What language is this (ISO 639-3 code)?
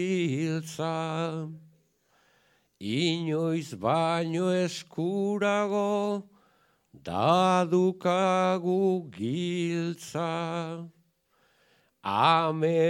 eus